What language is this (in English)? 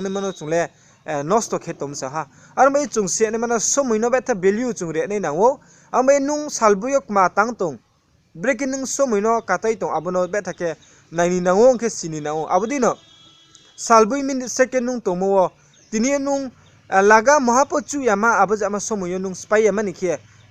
Riang (India)